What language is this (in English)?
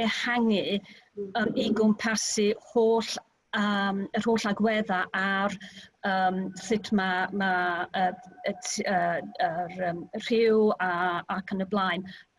Welsh